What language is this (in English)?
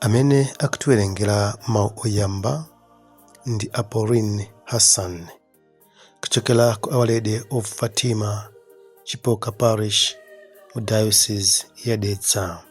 Nyanja